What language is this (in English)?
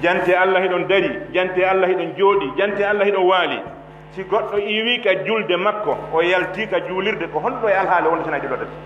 Pular